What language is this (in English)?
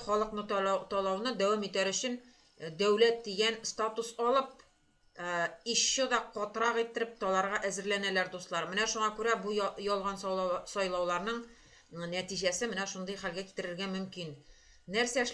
Tatar